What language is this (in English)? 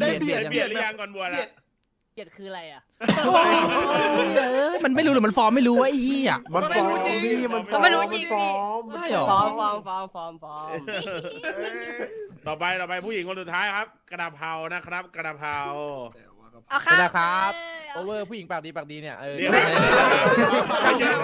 Thai